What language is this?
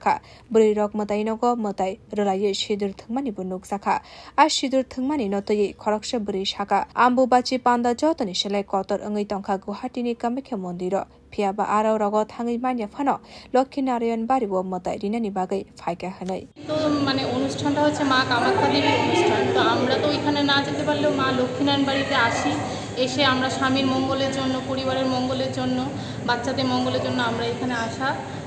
Kok Borok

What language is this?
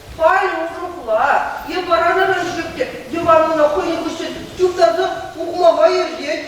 Chuvash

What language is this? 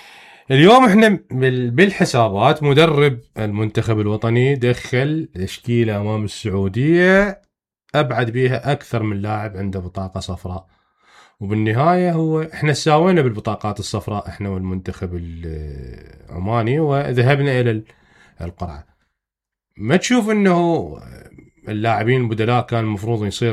Mesopotamian Arabic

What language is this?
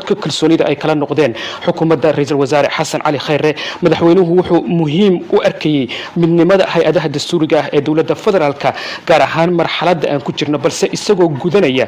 Somali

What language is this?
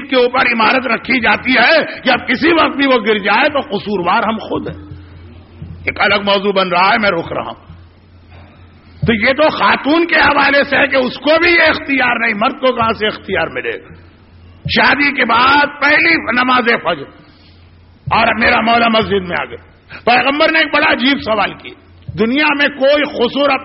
Urdu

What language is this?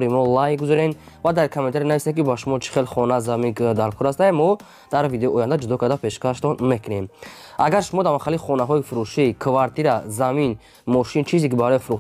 Tajik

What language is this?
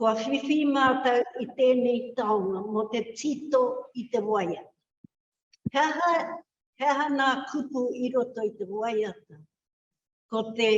Māori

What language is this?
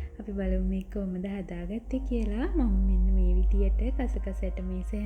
Sinhala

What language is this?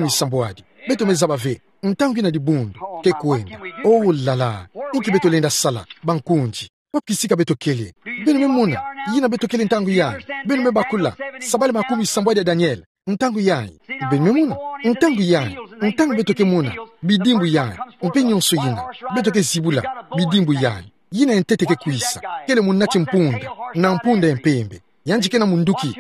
Kituba (Democratic Republic of Congo)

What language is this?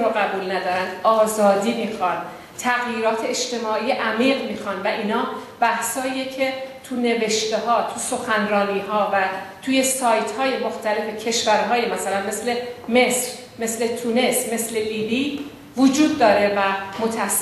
Persian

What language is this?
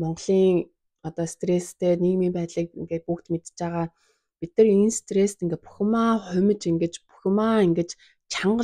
Mongolian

